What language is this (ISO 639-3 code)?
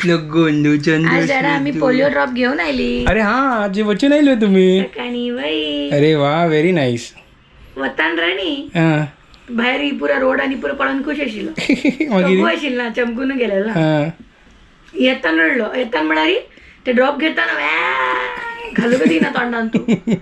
kok